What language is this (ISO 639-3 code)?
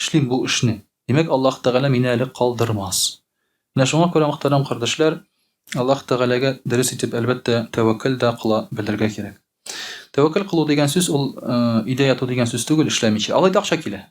tat